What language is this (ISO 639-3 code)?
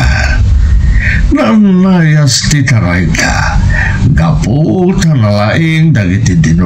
ilo